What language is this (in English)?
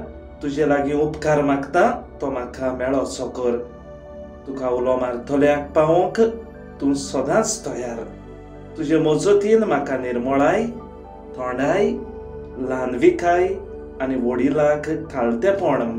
Konkani